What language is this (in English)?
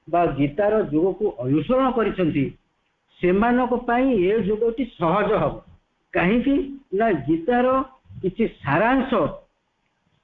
Odia